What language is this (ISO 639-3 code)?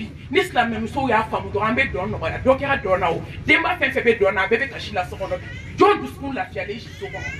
bam